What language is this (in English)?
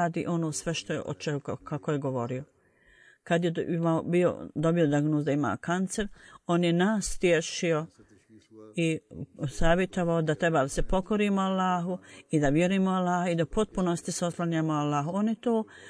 Bosnian